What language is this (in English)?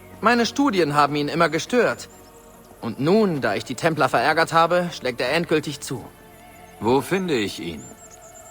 Bavarian